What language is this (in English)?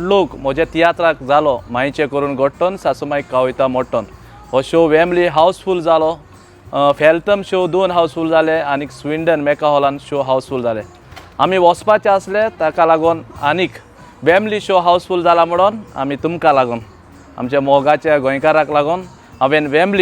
Konkani